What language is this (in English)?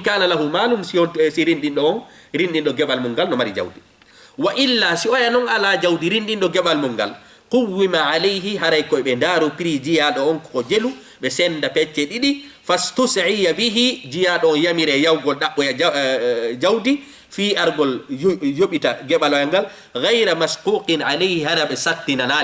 Fula